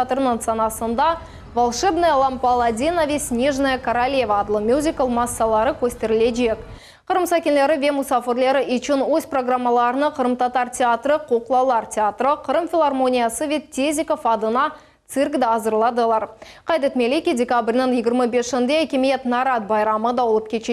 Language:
Crimean Tatar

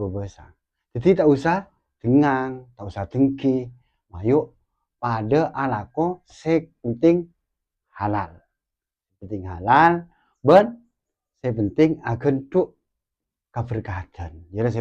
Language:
Madurese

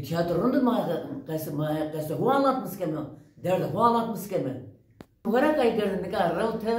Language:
Zaza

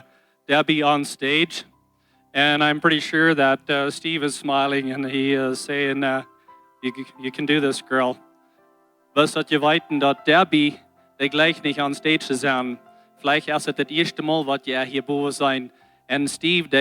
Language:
Plautdietsch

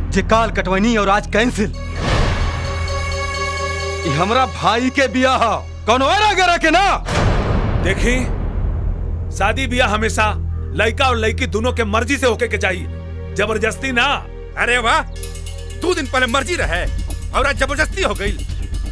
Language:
Bhojpuri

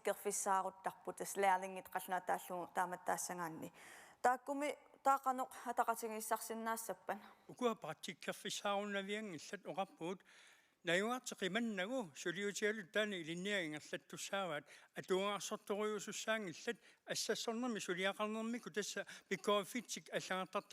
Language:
Kalaallisut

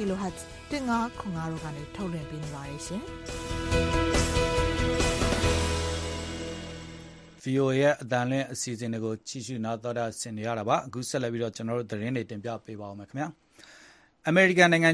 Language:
Burmese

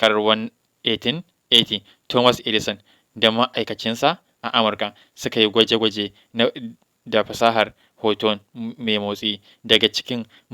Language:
Hausa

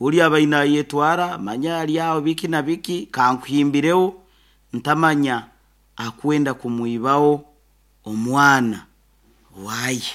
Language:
Nyoro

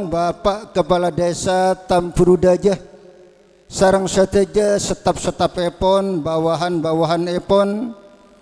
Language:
Madurese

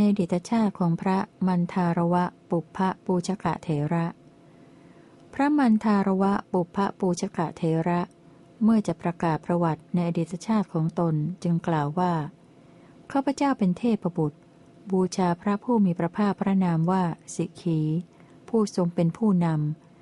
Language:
Thai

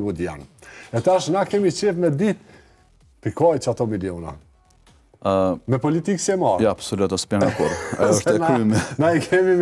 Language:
Albanian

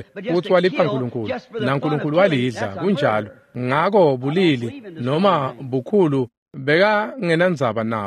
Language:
Swati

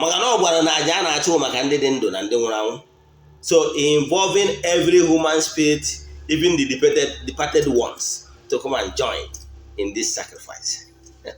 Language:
Igbo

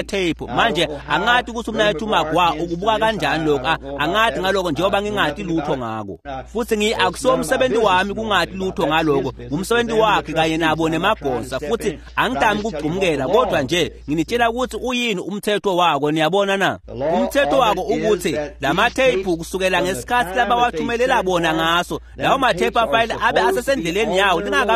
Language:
Swati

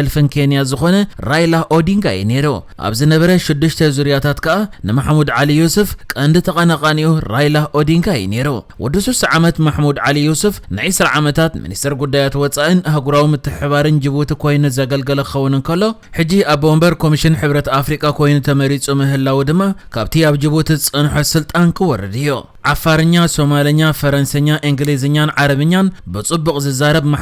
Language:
Tigrinya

